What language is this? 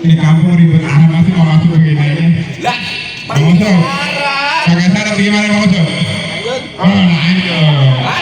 Betawi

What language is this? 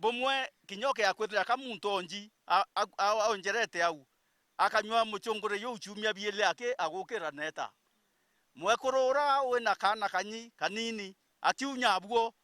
Meru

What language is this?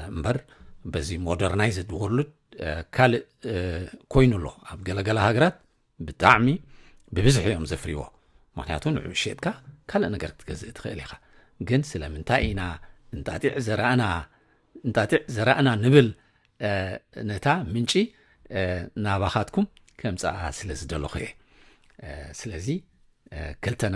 Tigrinya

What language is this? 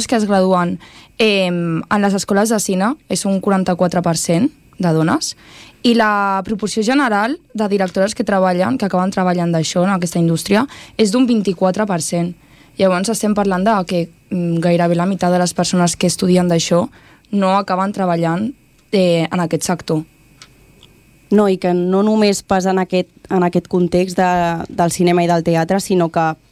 Catalan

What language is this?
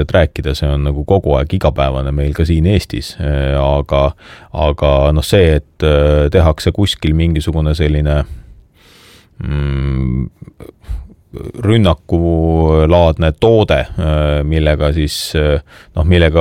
Estonian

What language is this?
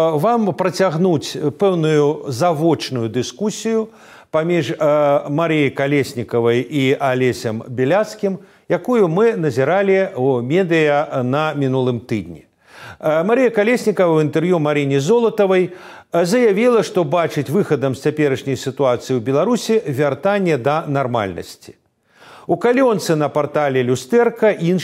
Belarusian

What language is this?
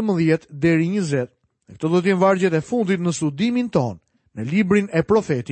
Albanian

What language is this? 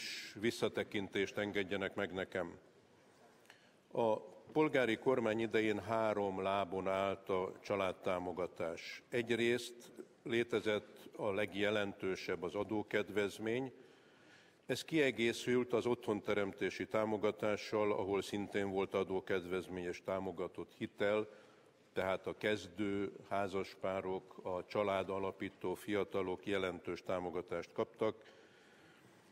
Hungarian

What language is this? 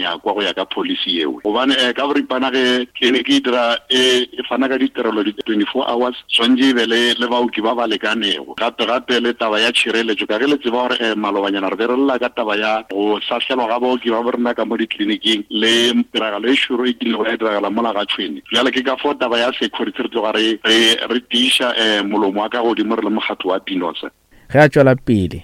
Northern Sotho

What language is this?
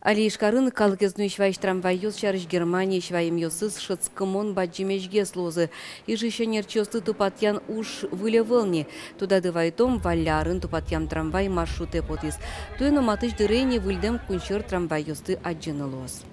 Udmurt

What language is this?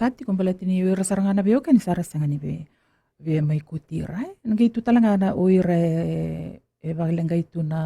Fijian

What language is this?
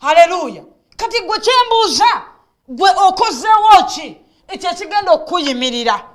Ganda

